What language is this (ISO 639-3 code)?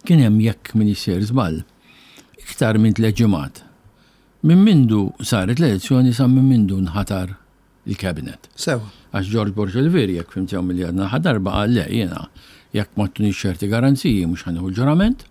mlt